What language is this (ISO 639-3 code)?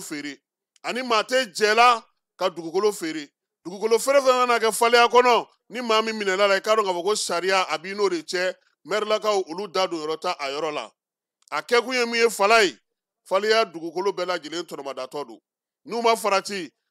bam